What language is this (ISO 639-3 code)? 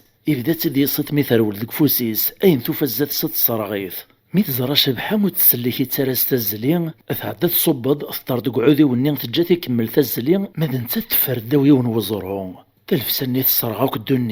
kab